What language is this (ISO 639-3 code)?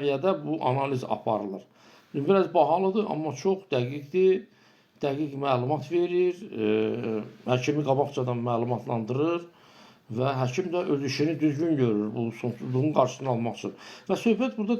aze